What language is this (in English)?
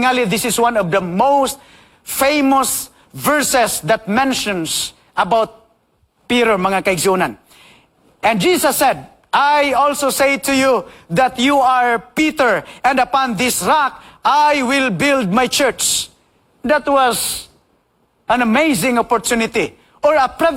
Cebuano